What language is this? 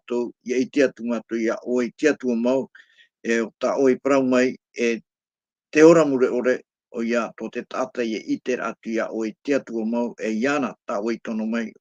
Tahitian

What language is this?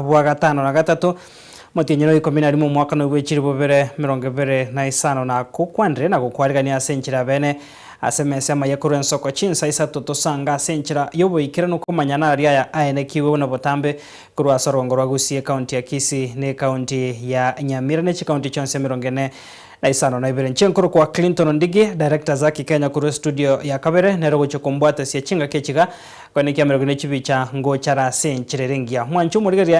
Gusii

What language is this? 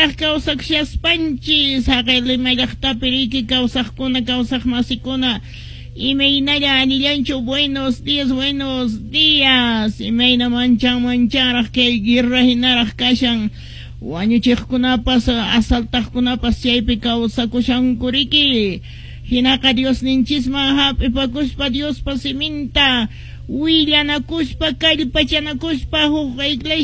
Quechua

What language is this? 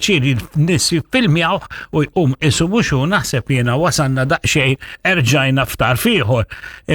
Maltese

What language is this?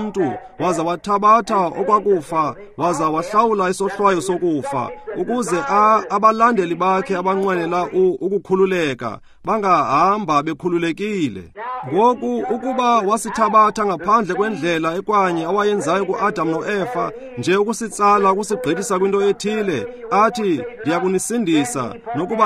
Xhosa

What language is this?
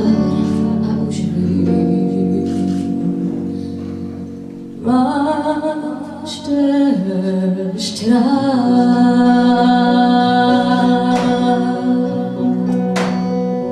Czech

